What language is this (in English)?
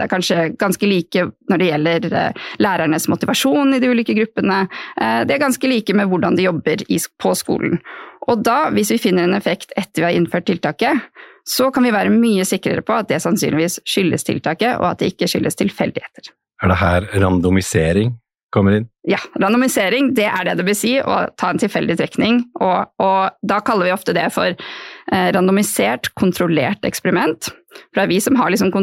Norwegian